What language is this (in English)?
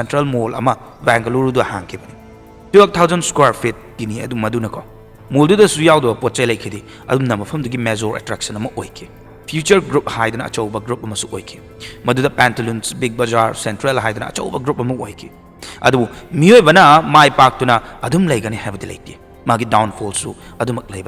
Manipuri